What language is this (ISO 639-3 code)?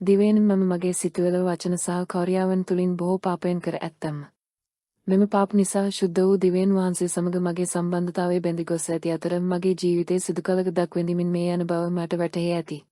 sin